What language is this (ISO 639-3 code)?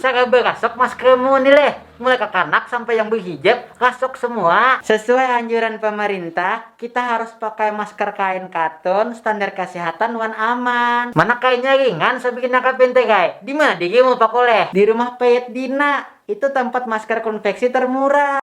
bjn